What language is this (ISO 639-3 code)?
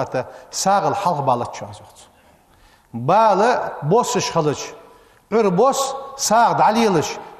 inh